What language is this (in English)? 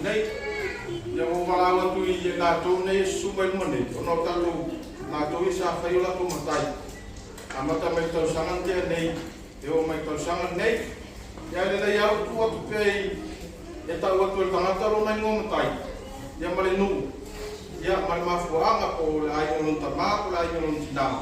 Samoan